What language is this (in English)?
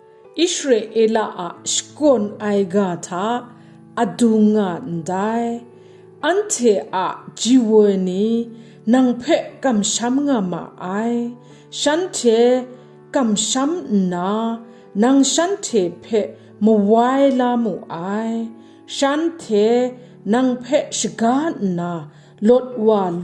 Kachin